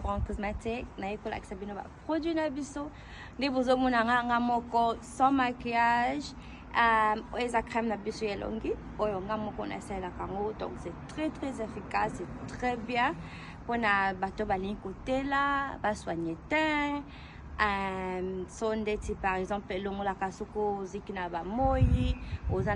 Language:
Lingala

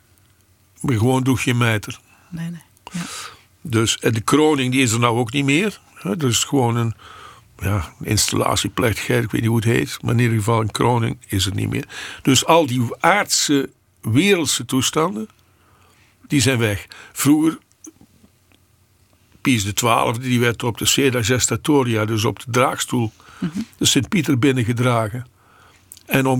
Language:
Dutch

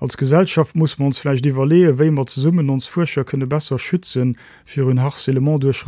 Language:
Luxembourgish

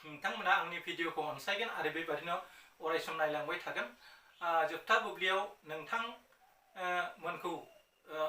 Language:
Bodo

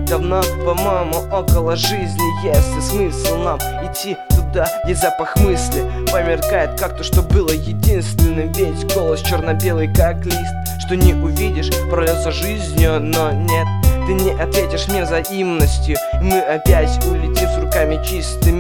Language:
Russian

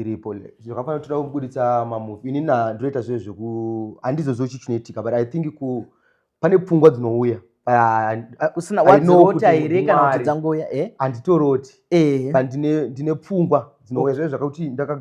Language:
Shona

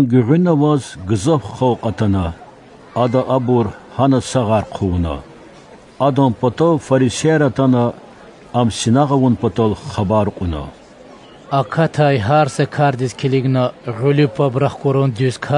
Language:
Lezghian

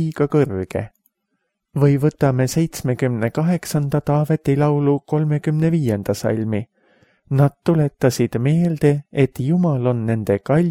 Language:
Estonian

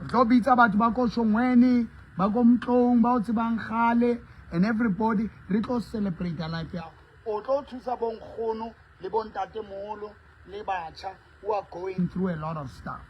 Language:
Southern Sotho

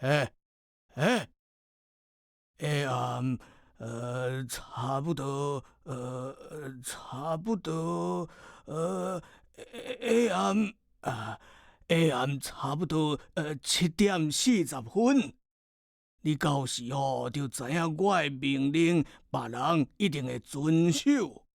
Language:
Min Nan Chinese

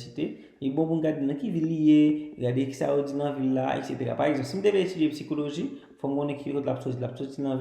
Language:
Haitian Creole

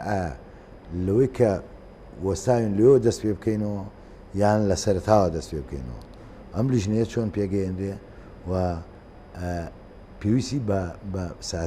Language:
Central Kurdish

